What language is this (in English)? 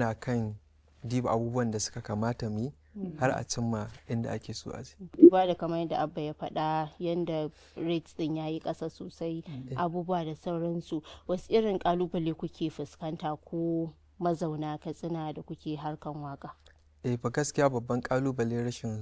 Hausa